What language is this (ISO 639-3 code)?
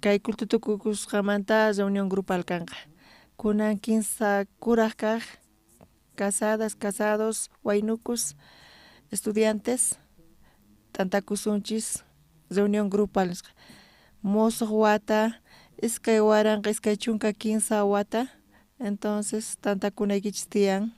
quh